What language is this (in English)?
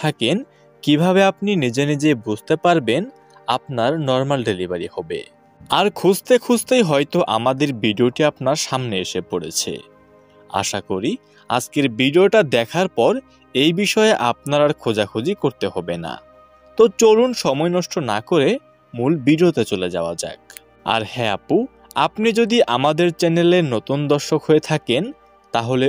Bangla